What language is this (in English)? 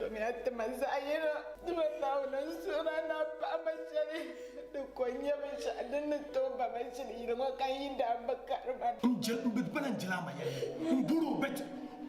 Dagbani